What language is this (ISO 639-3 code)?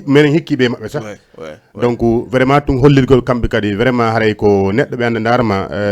ful